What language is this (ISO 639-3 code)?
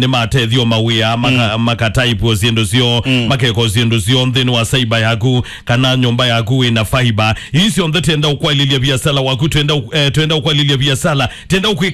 kam